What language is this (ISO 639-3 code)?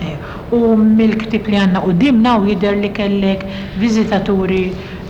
mlt